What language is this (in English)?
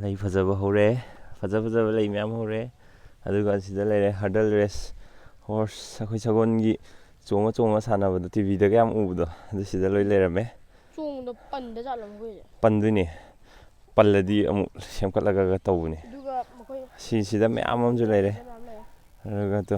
Manipuri